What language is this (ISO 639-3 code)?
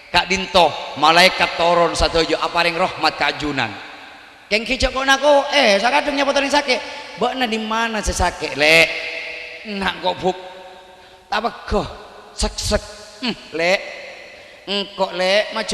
mad